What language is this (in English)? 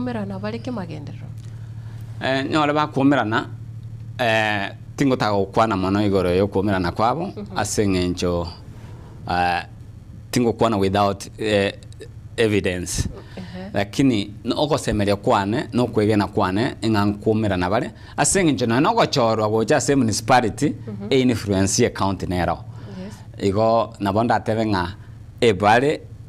Gusii